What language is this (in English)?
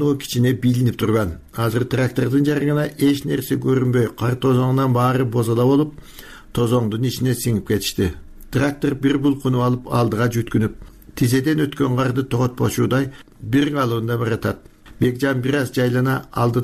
Kyrgyz